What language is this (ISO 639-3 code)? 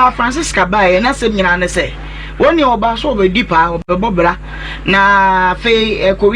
aka